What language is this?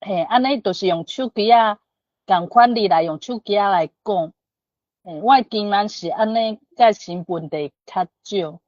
Min Nan Chinese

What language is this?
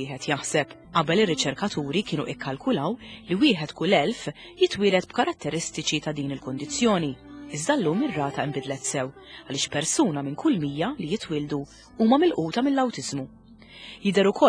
Maltese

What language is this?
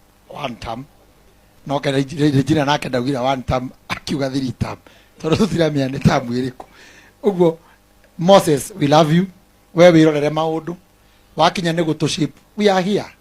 Kikuyu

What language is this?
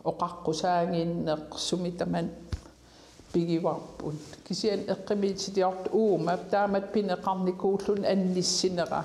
Kalaallisut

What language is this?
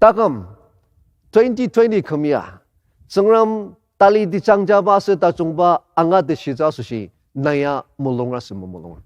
Ao Naga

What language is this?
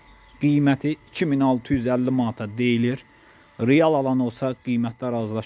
Azerbaijani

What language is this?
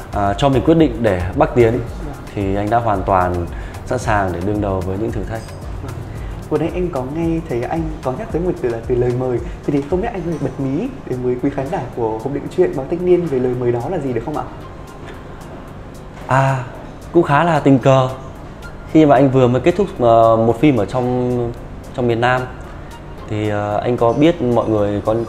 Vietnamese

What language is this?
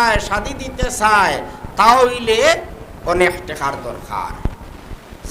Sylheti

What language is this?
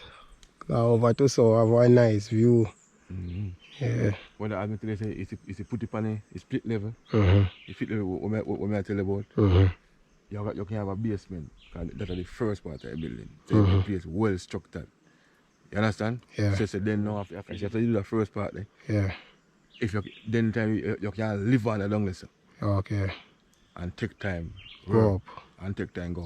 Jamaican Creole English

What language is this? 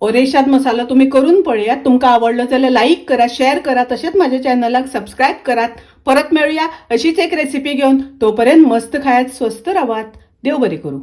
Konkani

